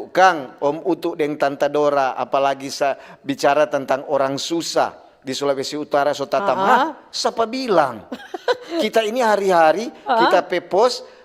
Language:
Manado Malay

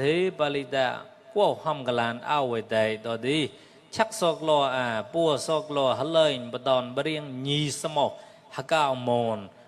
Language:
Mon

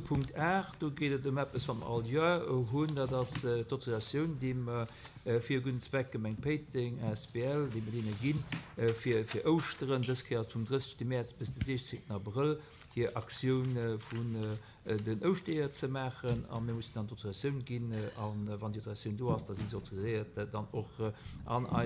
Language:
Luxembourgish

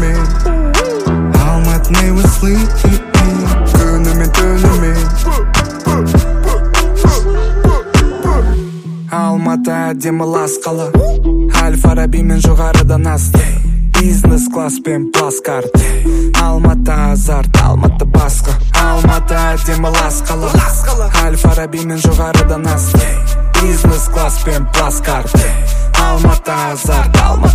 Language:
Kazakh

